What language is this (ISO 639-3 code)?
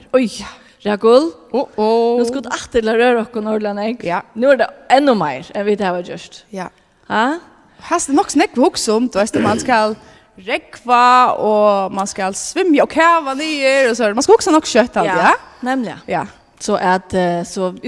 fao